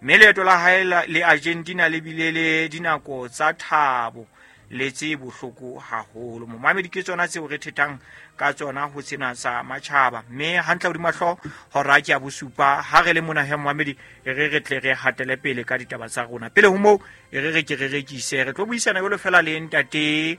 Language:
Southern Sotho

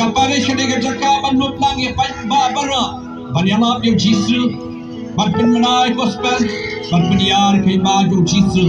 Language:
Khasi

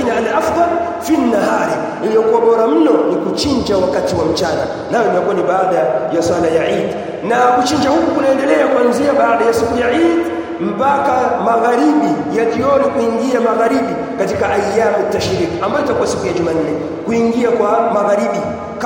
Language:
Swahili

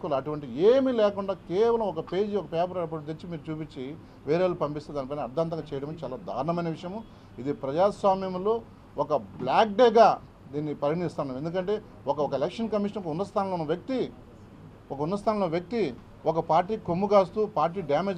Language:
Telugu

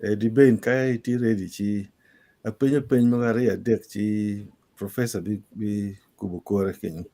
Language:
Acoli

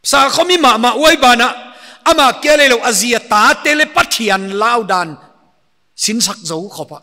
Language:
Paite Chin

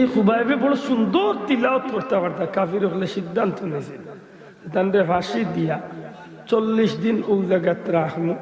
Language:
Sylheti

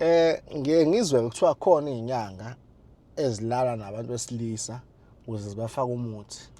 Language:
Zulu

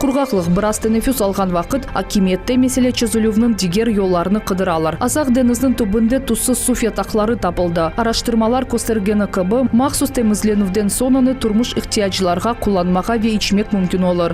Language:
Crimean Tatar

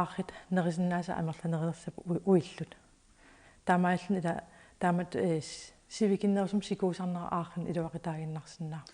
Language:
Kalaallisut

